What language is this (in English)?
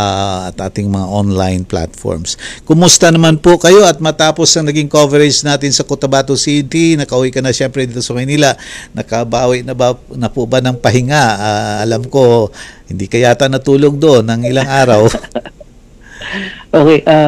Filipino